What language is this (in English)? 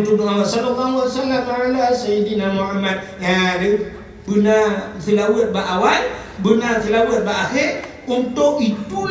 Achinese